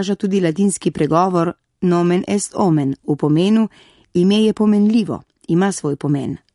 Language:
Slovenian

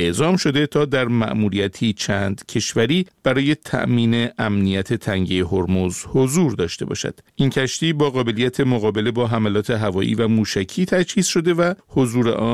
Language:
Persian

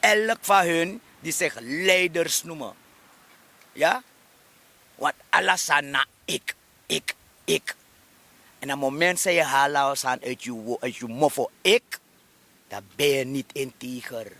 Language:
Sranan Tongo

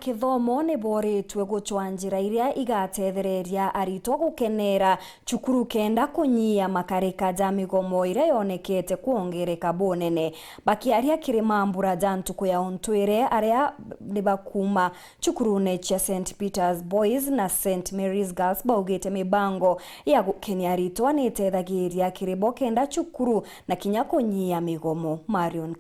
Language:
Meru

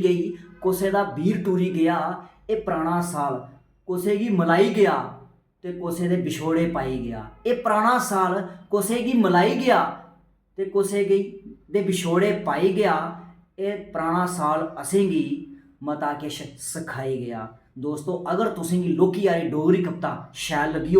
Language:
Dogri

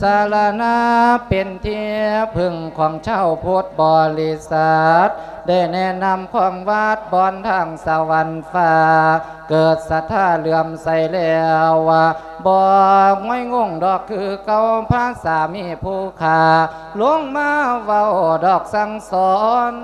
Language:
Lao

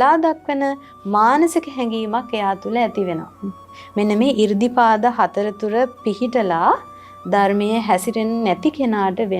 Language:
Sinhala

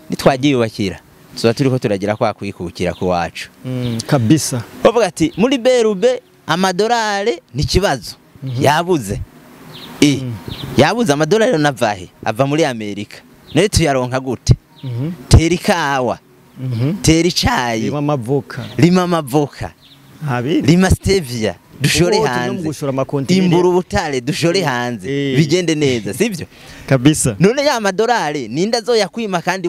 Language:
Rundi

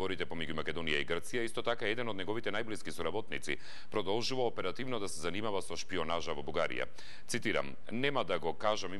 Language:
Macedonian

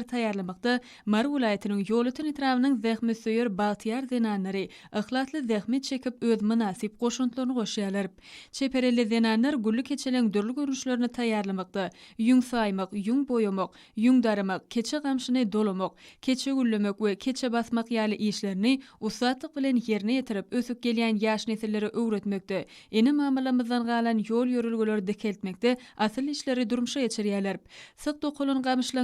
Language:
Turkmen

